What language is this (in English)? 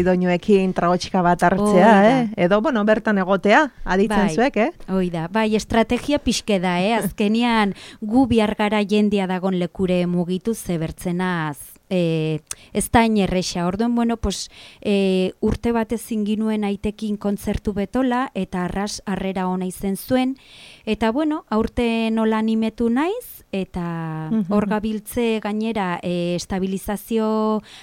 Basque